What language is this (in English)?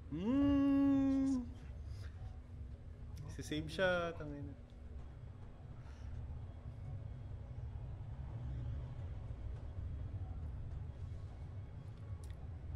Filipino